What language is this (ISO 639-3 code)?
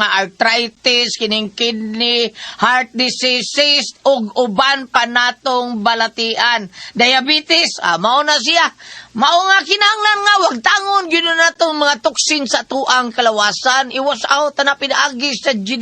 ceb